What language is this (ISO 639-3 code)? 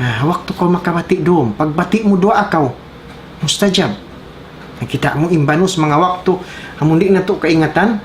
tsg